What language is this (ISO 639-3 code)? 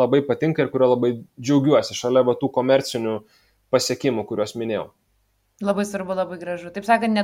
lit